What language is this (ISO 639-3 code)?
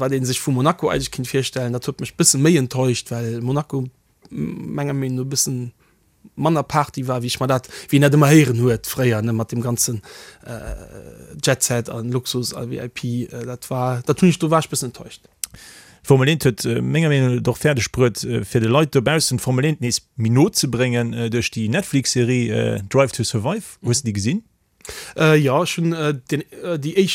ltz